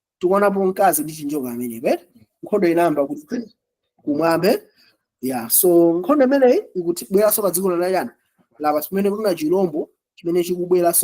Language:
Nyanja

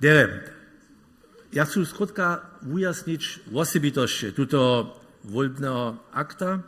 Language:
Upper Sorbian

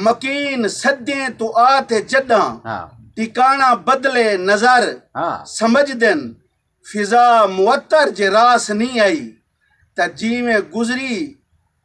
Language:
Saraiki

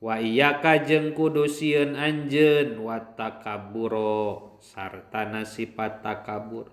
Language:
Sundanese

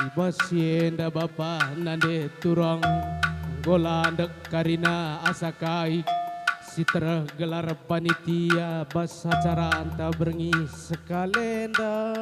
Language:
Batak Karo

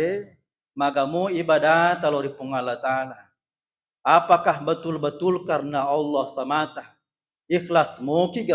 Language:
Buginese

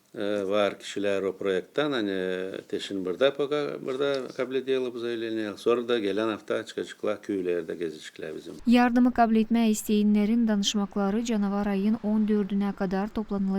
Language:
Gagauz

